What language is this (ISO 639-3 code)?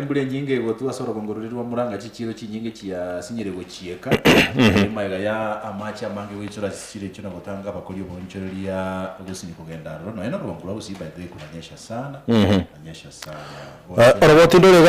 guz